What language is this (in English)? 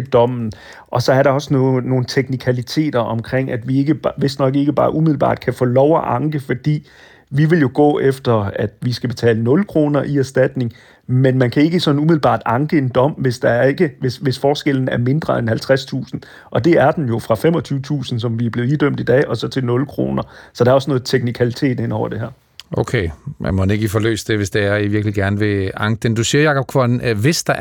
Danish